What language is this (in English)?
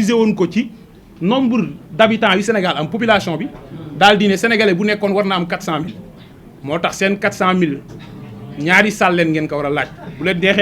Wolof